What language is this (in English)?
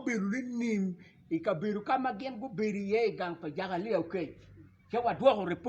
Acoli